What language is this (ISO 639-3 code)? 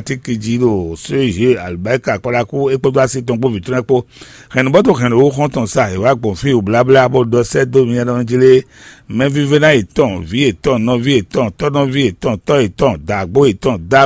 fon